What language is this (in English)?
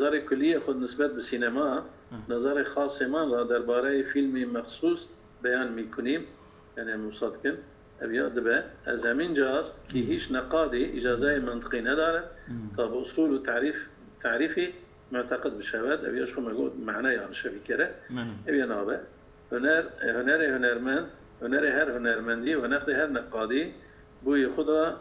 Kurdish